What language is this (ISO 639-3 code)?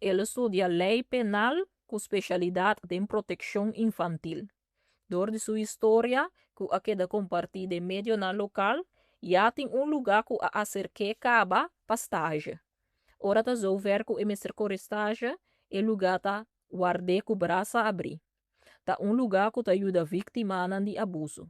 pap